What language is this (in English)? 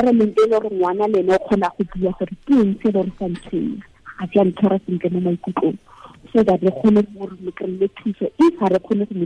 Tswana